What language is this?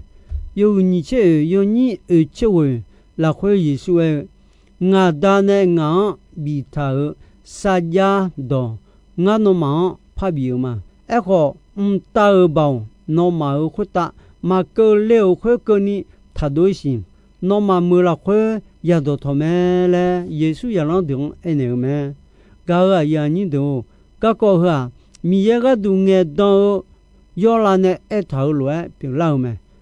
Akha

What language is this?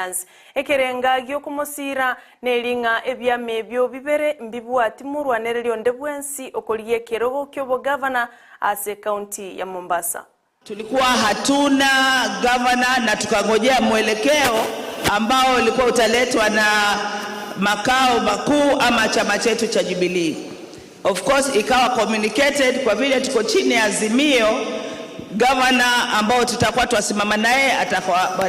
Gusii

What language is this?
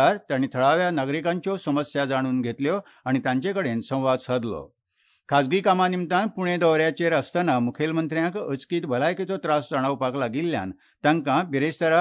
Konkani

